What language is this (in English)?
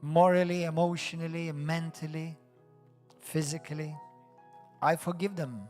English